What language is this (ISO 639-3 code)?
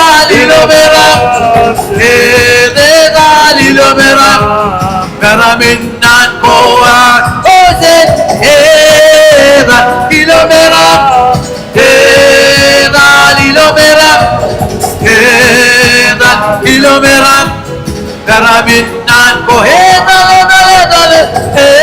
mah